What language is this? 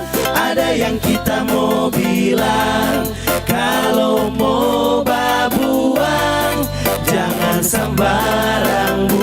Manado Malay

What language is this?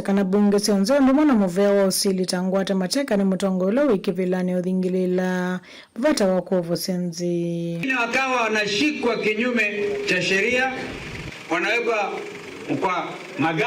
Kamba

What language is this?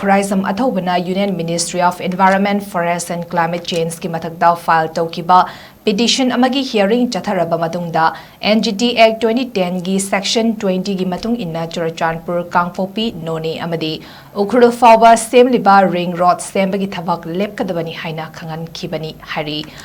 Manipuri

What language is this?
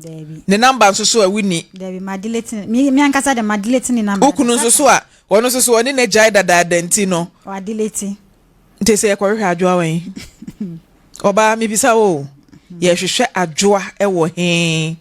Akan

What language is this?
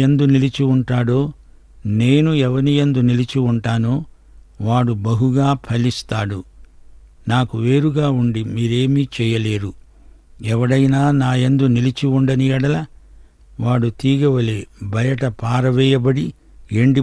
Telugu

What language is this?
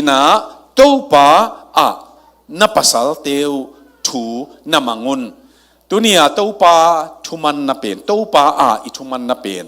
Tedim Chin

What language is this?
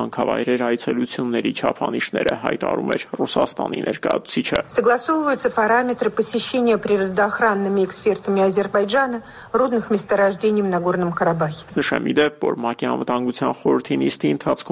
Armenian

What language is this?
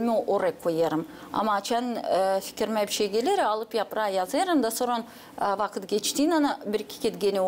Gagauz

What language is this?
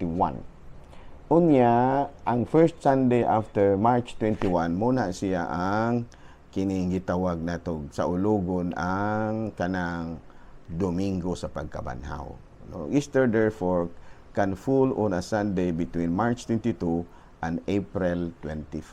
Cebuano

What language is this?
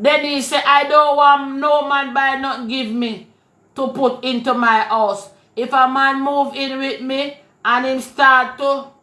Jamaican Creole English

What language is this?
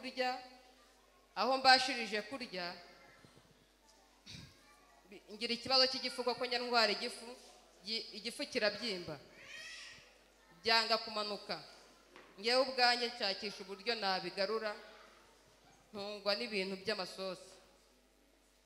Kinyarwanda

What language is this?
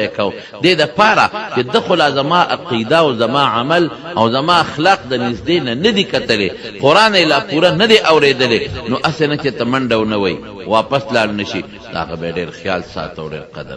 Pashto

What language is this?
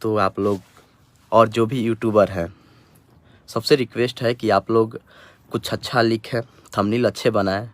Bhojpuri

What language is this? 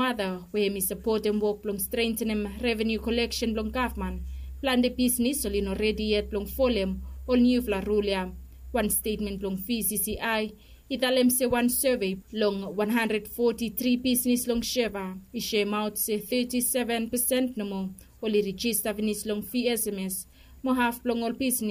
Bislama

